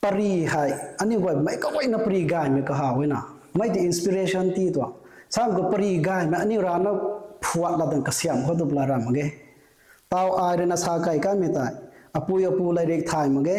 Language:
Rongmei Naga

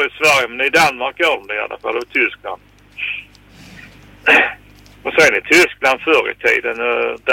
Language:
Swedish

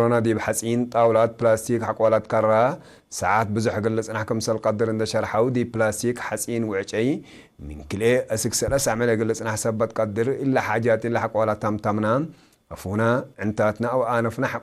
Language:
Tigre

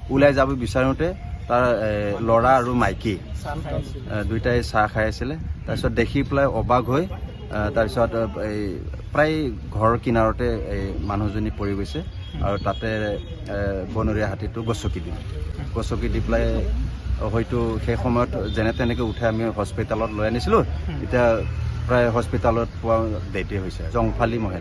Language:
Assamese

